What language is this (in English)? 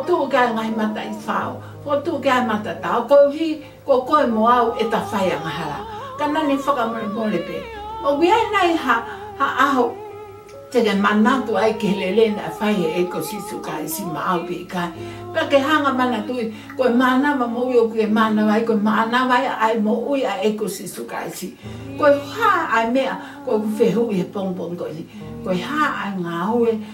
Tongan